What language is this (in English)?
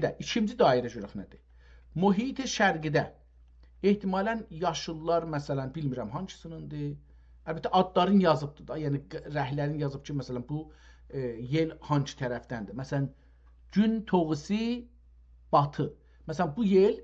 South Azerbaijani